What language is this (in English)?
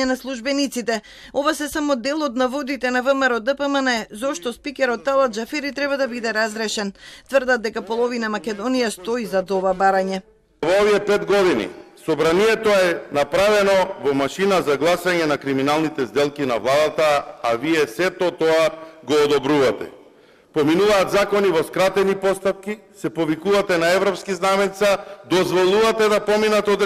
Macedonian